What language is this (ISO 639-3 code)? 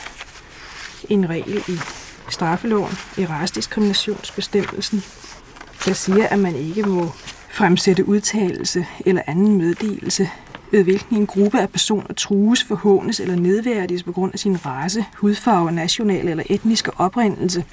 dan